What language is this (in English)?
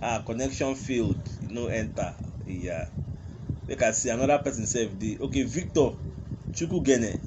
Nigerian Pidgin